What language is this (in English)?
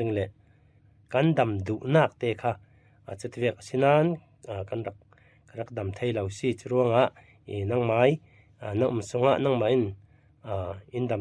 Falam Chin